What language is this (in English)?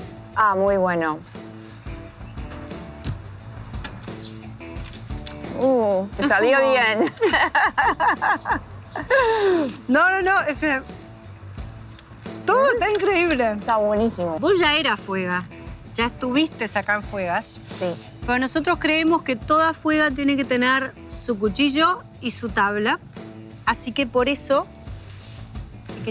Spanish